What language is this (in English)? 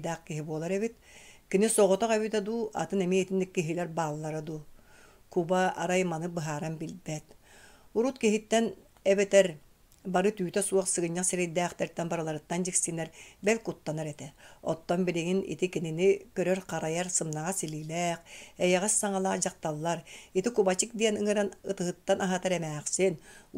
Yakut